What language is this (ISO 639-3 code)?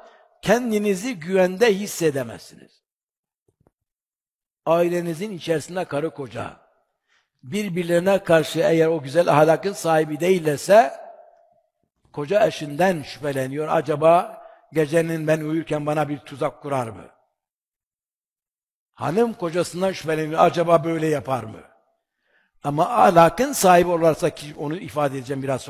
tur